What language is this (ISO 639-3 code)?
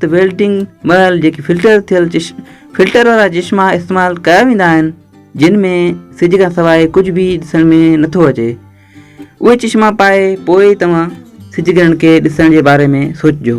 snd